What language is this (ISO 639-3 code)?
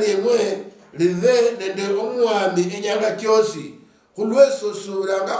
luy